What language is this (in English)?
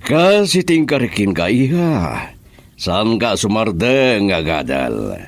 Iloko